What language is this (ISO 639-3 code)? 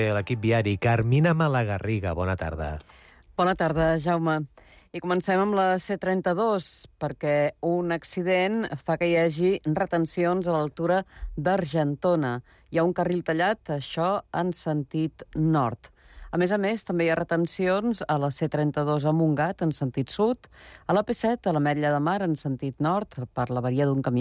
cat